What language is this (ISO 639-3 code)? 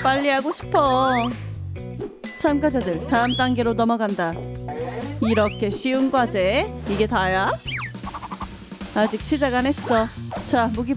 kor